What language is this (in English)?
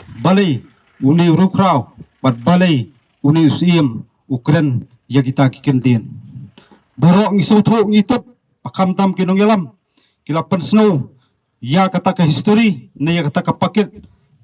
Khasi